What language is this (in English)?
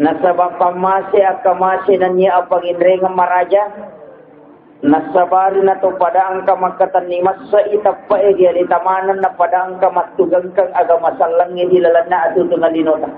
Buginese